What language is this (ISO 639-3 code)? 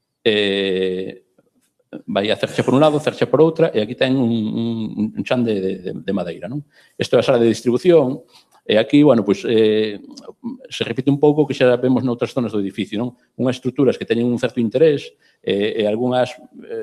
glg